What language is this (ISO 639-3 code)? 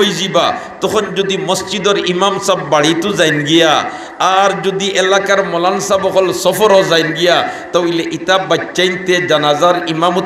syl